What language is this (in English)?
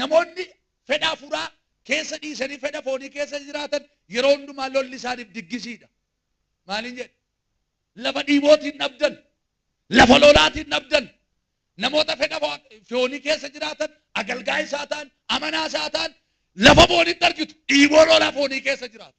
Oromo